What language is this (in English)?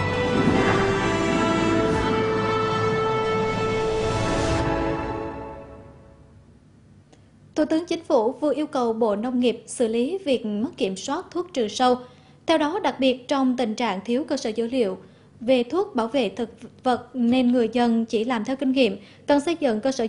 Vietnamese